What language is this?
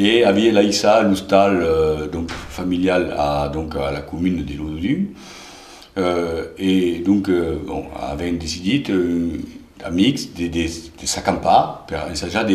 Occitan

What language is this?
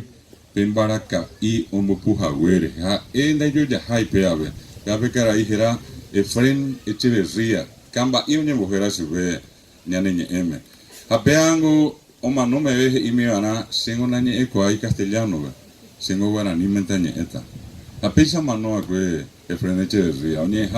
Guarani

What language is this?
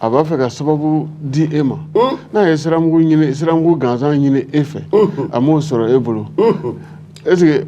Bambara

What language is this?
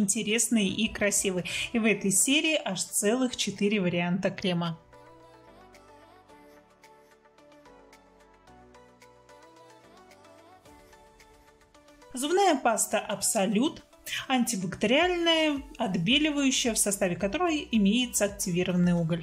Russian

